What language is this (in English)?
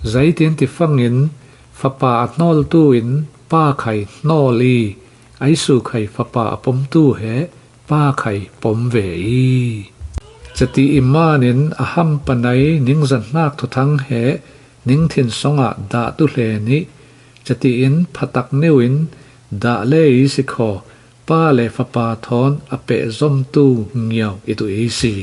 Falam Chin